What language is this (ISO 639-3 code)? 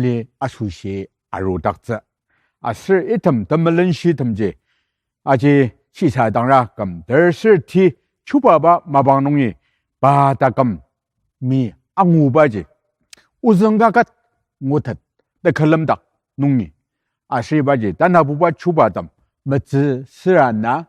njo